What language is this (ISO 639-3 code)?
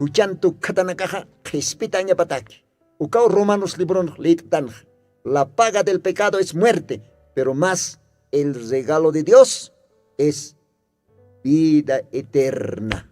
aym